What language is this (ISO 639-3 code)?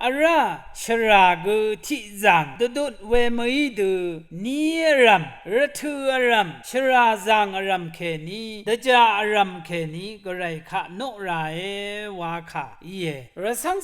raw